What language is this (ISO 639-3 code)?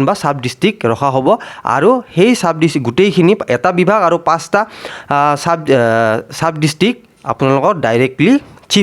asm